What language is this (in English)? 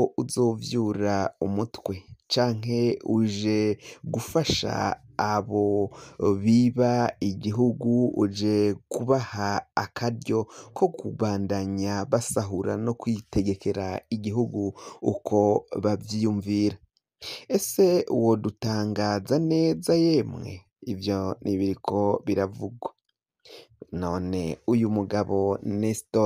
Rundi